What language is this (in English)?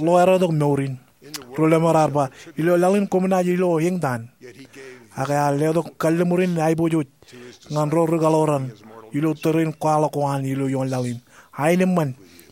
Marshallese